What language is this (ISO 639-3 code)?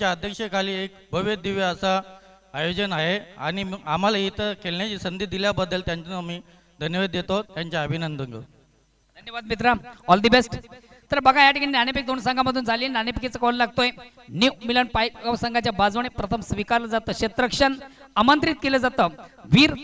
mar